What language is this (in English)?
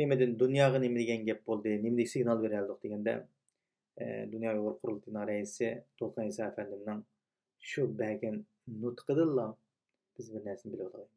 Uyghur